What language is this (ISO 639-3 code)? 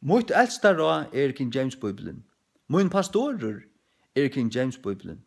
fao